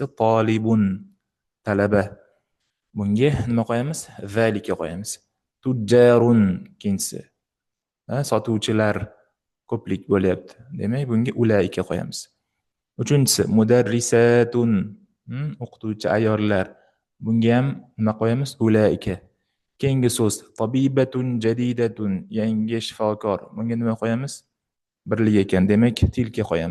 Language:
Uzbek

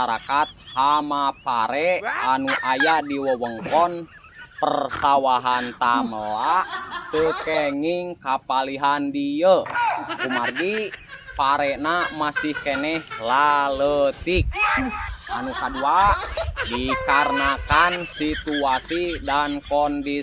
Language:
Sundanese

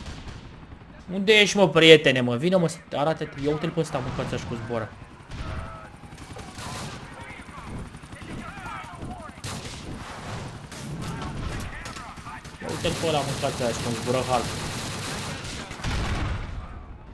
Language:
Romanian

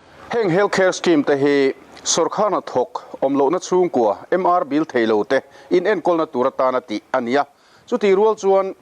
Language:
Mizo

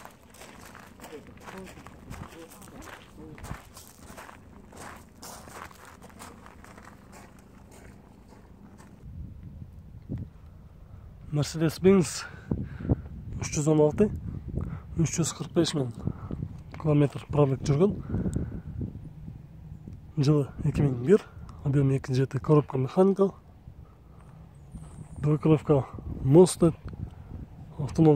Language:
Kyrgyz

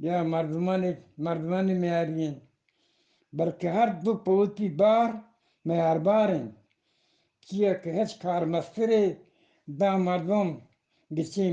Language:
Eastern Balochi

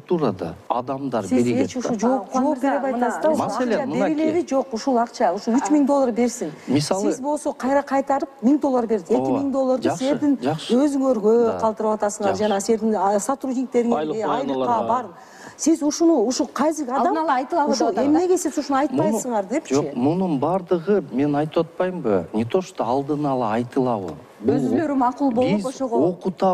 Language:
Kyrgyz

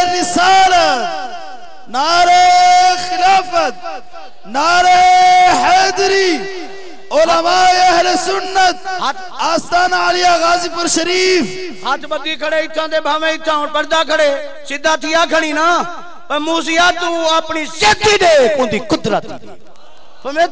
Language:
Saraiki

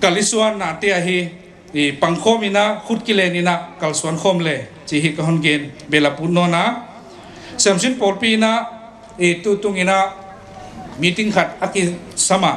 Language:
Paite Chin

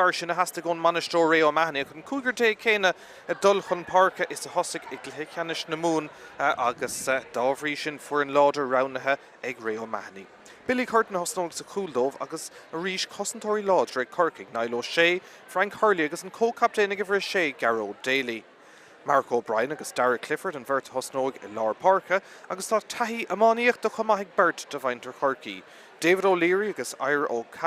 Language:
Irish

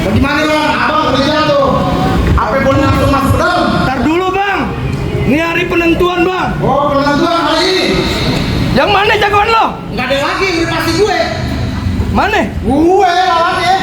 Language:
Betawi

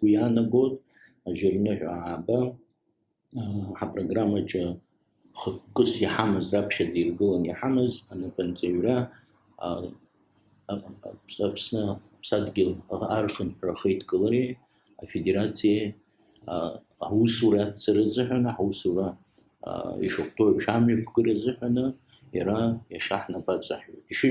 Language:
Abkhazian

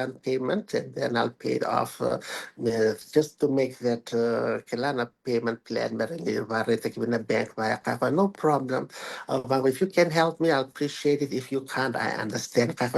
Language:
Fijian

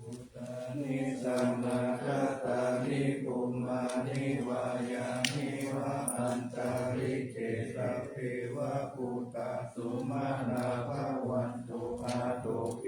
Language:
Pali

